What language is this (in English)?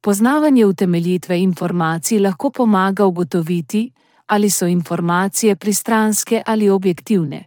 Slovenian